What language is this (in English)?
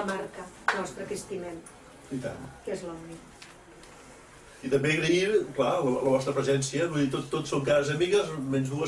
Catalan